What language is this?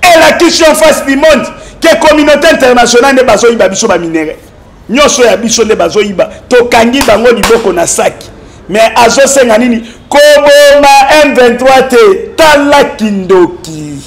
Lingala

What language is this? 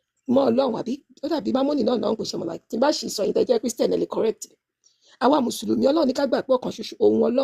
Yoruba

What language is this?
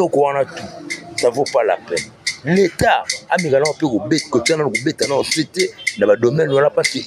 Lingala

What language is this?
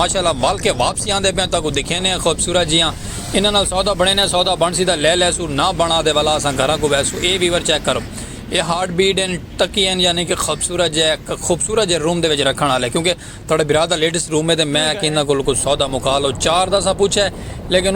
Saraiki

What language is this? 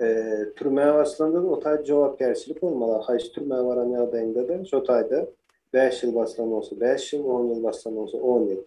Turkmen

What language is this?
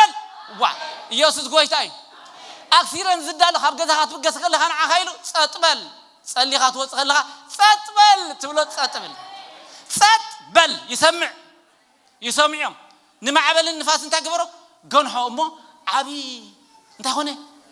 Tigrinya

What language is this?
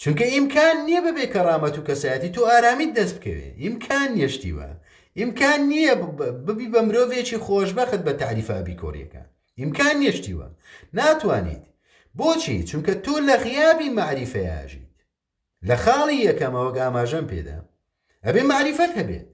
Central Kurdish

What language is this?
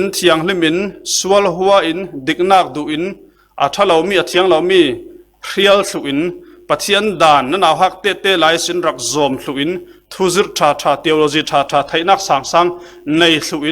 Falam Chin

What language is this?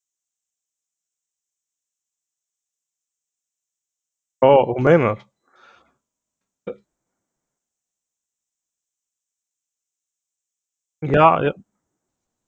Icelandic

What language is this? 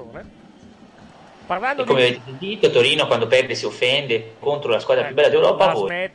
Italian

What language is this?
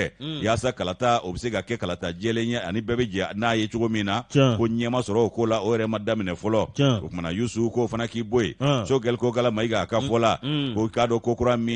Bambara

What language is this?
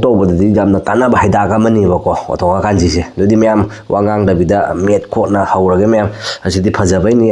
Manipuri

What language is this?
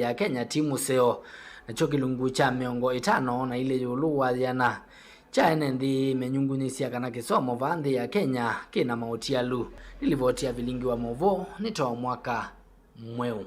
Kamba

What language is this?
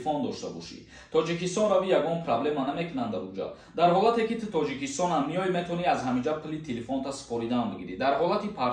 Tajik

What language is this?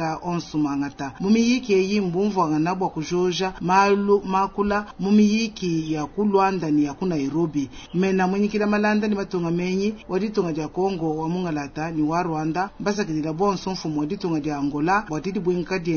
Luba-Lulua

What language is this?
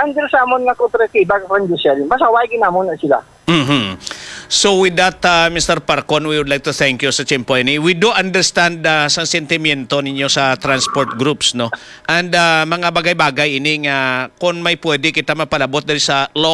Hiligaynon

